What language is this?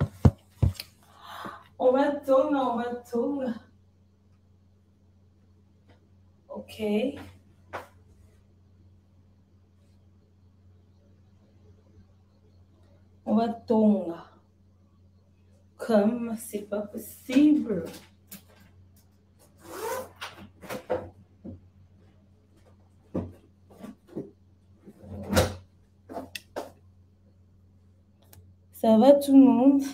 French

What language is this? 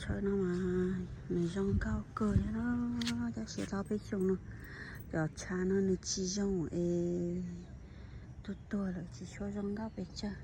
Hmong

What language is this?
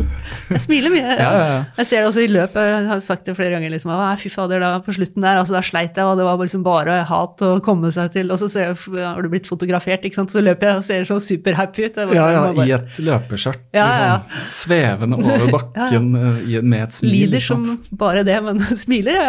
Norwegian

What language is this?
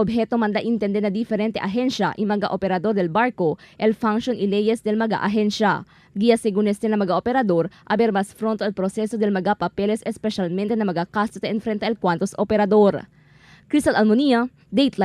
Chavacano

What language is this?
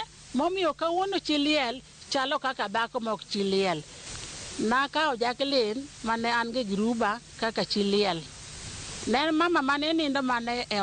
Luo (Kenya and Tanzania)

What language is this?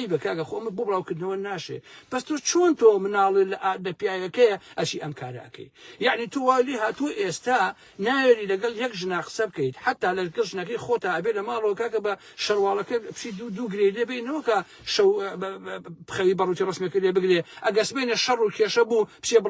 Central Kurdish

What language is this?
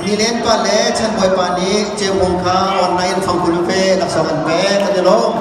Hakha Chin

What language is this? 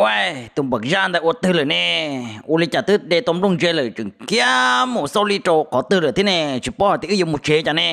Hmong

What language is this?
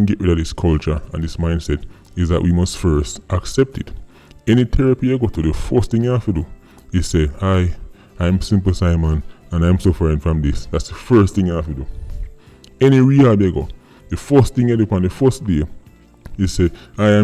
Jamaican Creole English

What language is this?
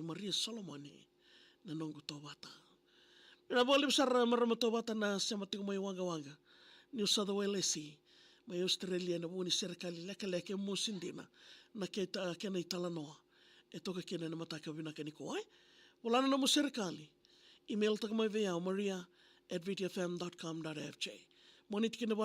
Fijian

